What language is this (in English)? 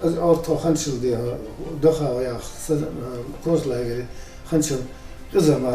Ingush